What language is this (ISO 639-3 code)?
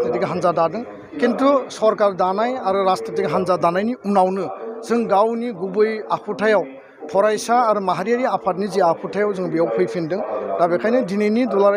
brx